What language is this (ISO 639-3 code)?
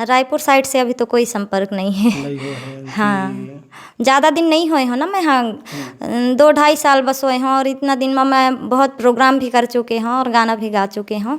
hne